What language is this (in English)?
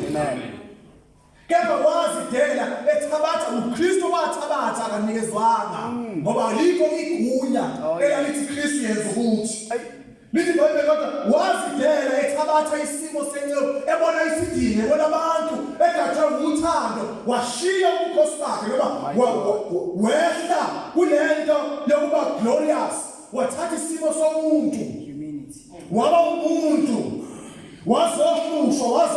Zulu